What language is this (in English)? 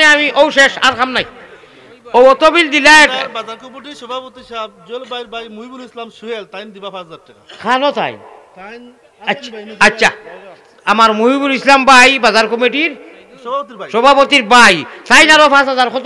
Sylheti